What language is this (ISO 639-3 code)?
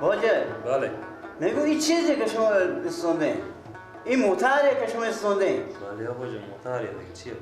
fas